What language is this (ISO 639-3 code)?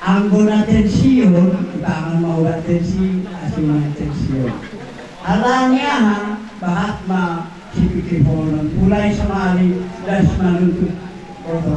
bbc